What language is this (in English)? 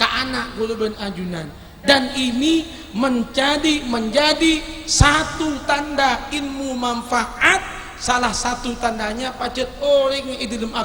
Madurese